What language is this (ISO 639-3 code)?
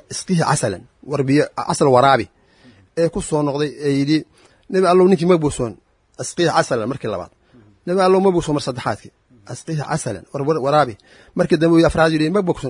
som